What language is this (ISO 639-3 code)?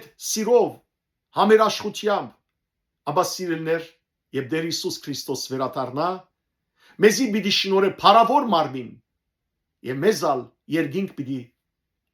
hyw